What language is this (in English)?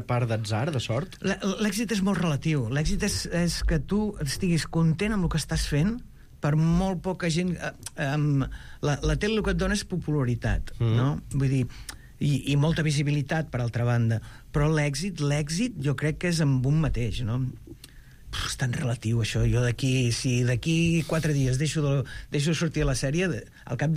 Catalan